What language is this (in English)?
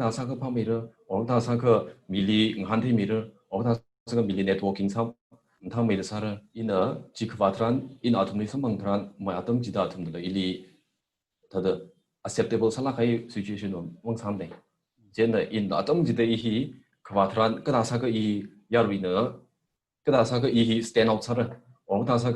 Tangkhul Naga (India)